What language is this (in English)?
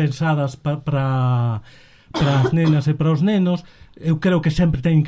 Galician